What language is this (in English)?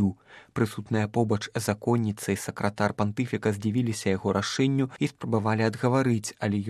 Belarusian